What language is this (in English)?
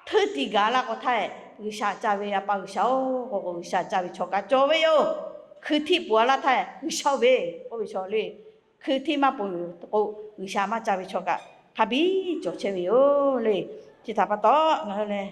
Lahu